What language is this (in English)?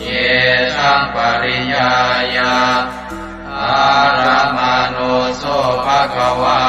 Pali